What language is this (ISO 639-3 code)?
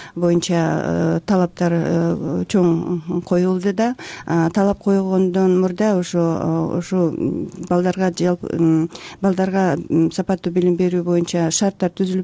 kir